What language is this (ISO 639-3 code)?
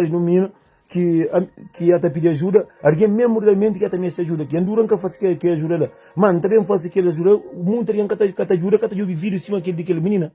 kea